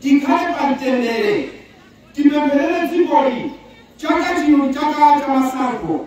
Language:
Nyanja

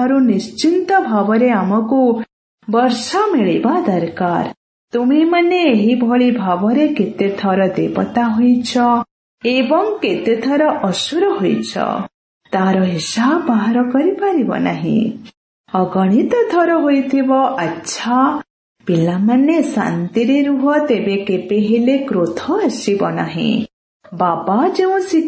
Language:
Odia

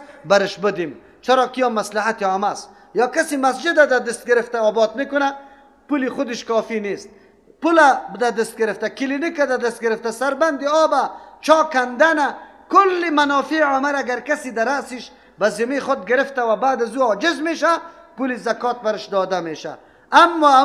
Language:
Persian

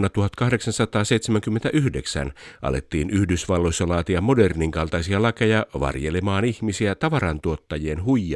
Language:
Finnish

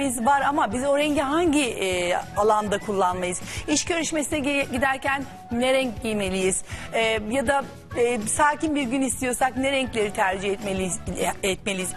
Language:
Turkish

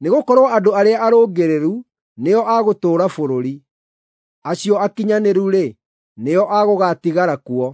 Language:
Kikuyu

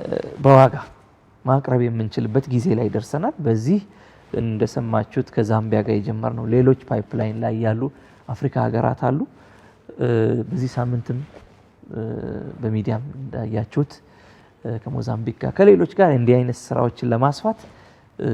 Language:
Amharic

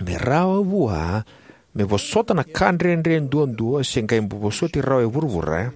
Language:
Fijian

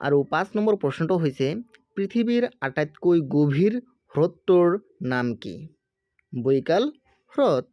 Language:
Assamese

